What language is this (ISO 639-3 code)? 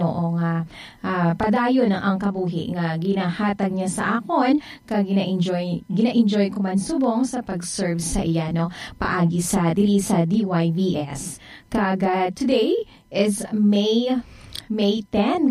hil